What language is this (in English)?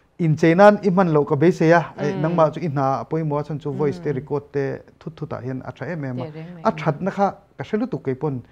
Mizo